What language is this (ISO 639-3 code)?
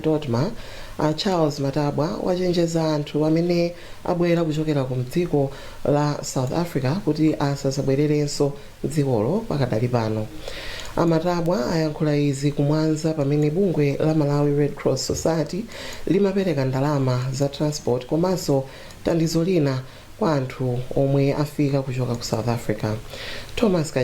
nya